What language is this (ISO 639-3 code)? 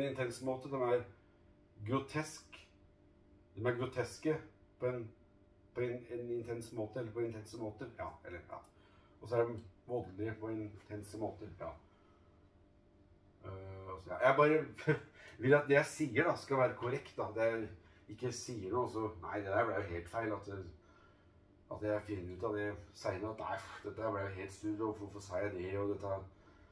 nor